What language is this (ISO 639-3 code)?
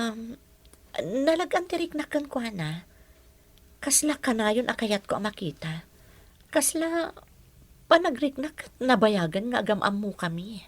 ilo